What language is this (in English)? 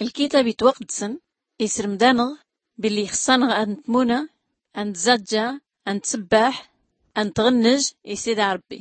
Tachelhit